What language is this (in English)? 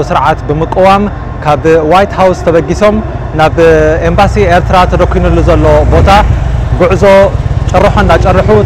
Tigrinya